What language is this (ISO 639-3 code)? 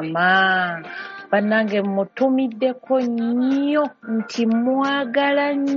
lug